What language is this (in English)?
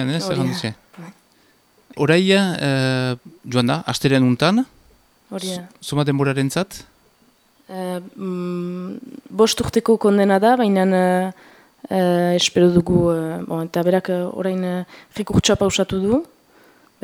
Basque